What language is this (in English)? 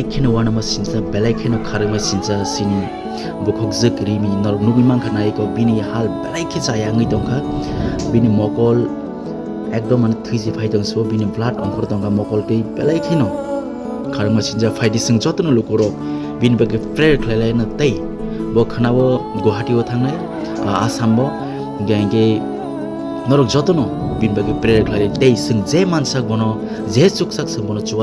Kok Borok